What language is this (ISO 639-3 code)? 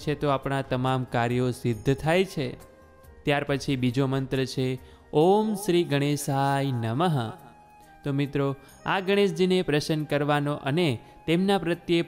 guj